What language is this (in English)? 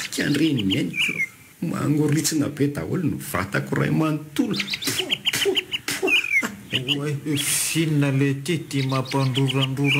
Malagasy